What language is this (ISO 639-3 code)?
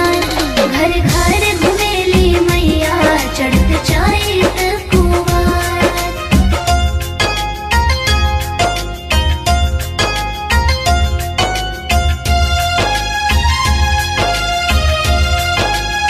bho